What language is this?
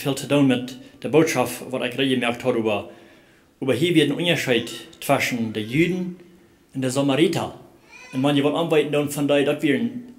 Plautdietsch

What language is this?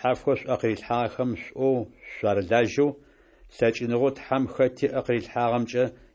Adyghe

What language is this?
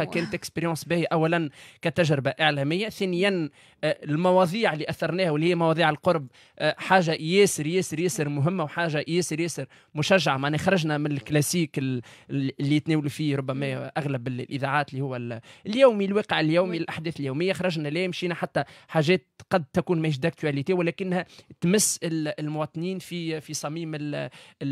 Tunisian Arabic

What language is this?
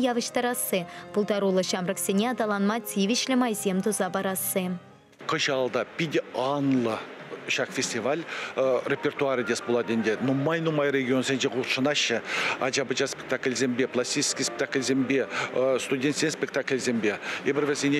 Chuvash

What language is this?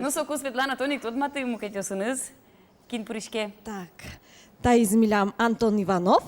Udmurt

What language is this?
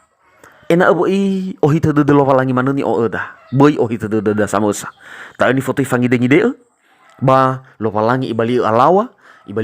Nias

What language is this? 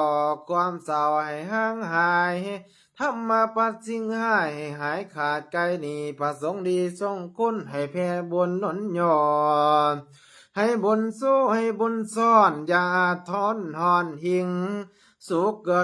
Lao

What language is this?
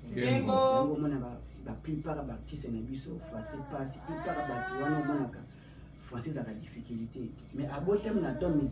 Lingala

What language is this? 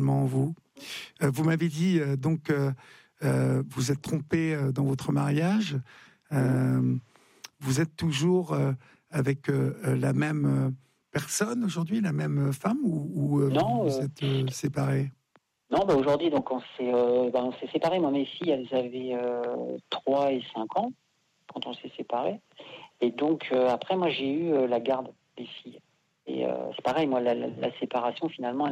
French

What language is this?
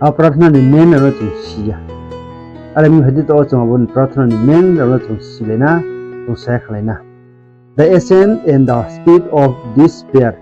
Riang (India)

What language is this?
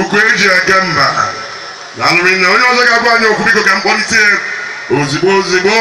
Igbo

